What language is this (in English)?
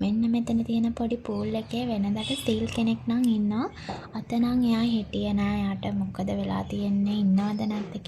Sinhala